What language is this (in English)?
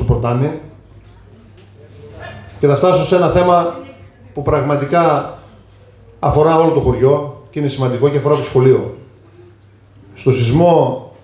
Greek